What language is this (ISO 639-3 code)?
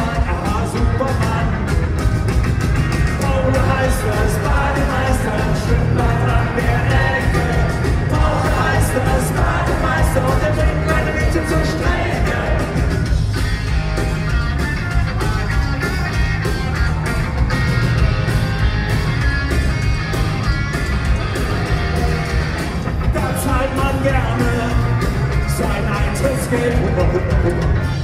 deu